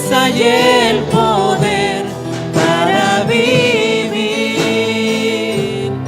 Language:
South Bolivian Quechua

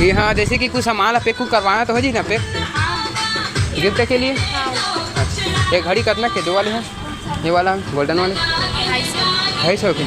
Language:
Chhattisgarhi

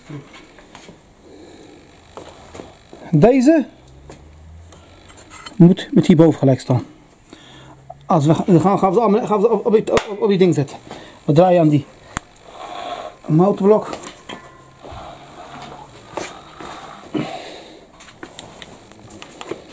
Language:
Dutch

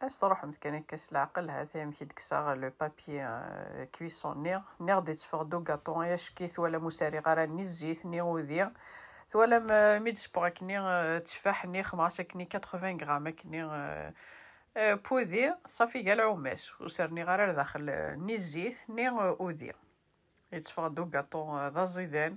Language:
Kabyle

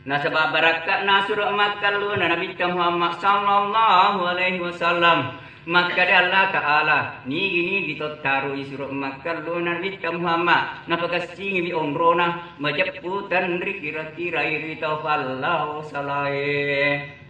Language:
Buginese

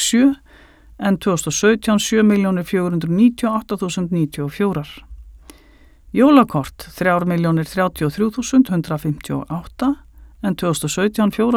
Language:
Icelandic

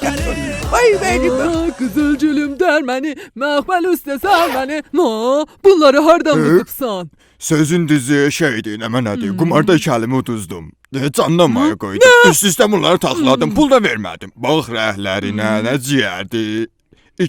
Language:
South Azerbaijani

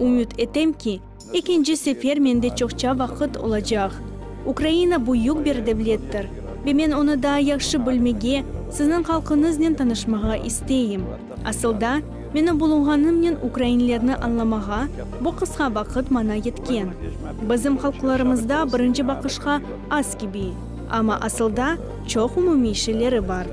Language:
Crimean Tatar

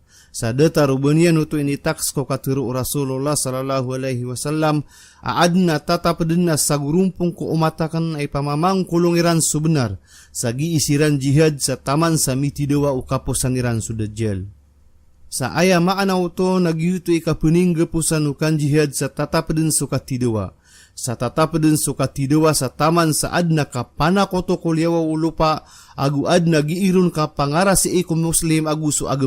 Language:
Maranao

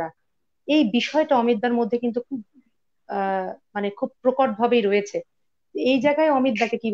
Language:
Bangla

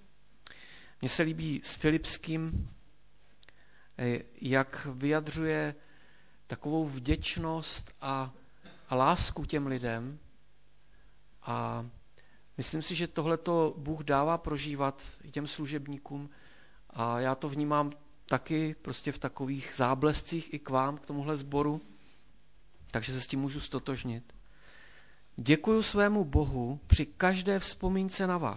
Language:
Czech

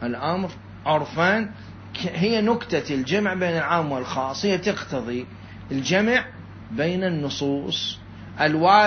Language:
Mesopotamian Arabic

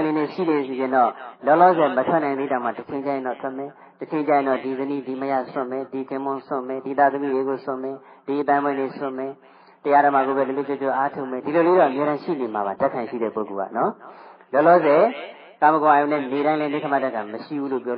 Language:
Burmese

